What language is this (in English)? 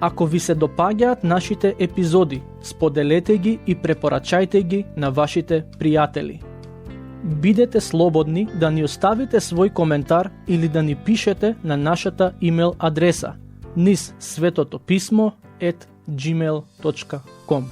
Macedonian